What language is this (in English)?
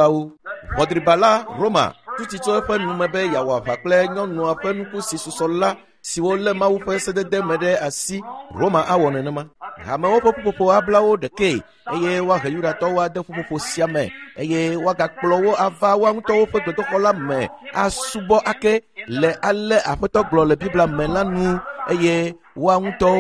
Ewe